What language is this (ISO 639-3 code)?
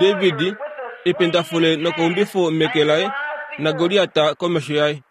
kua